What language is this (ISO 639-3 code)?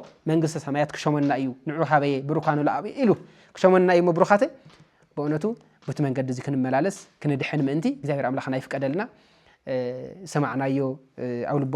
tir